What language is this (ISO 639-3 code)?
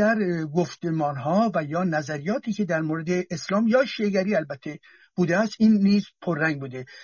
fas